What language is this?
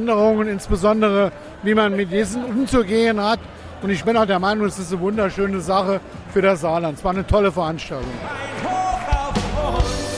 German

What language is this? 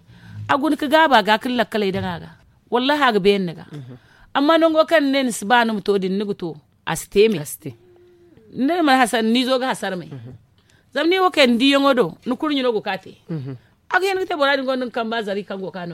Zarma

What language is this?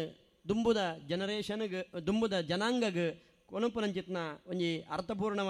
Tulu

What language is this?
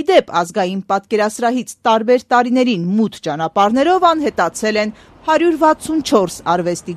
Armenian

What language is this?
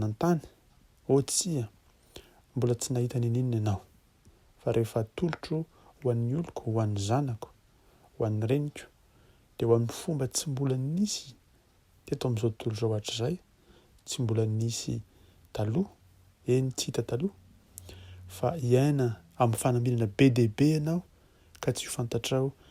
Malagasy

